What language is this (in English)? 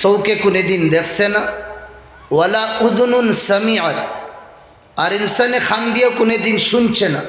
Sylheti